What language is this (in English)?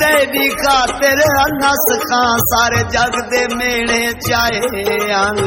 Saraiki